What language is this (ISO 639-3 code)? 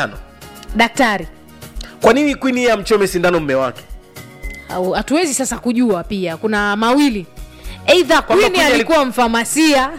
swa